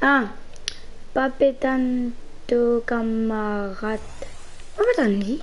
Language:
Morisyen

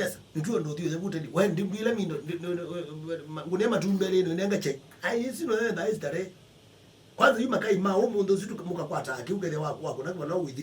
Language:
Kamba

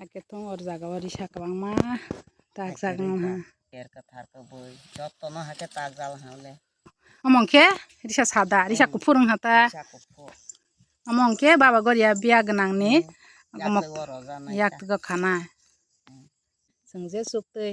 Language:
Kok Borok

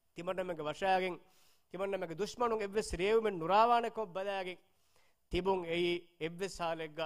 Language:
Divehi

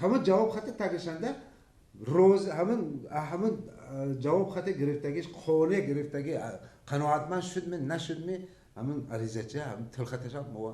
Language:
Tajik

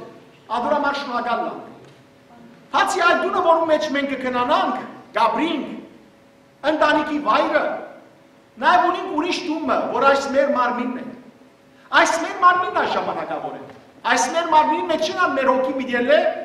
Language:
Western Armenian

